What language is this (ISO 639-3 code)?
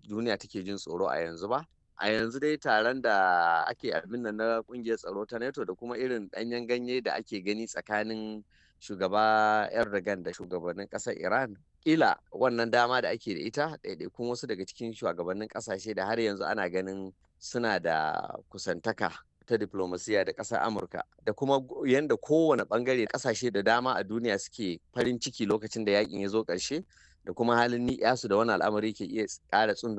hau